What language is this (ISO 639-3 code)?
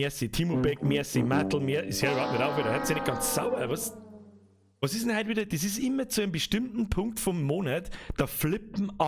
bar